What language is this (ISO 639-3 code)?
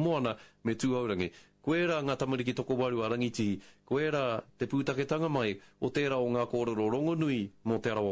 mri